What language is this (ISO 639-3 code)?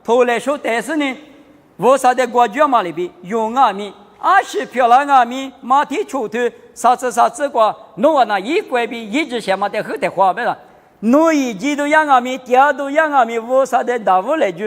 lis